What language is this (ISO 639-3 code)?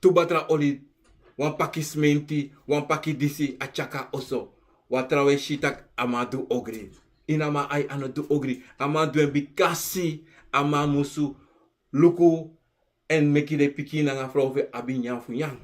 srn